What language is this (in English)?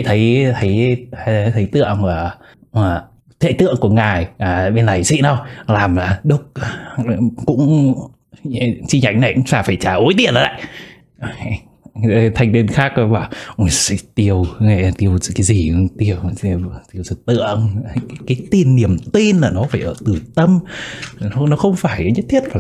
Vietnamese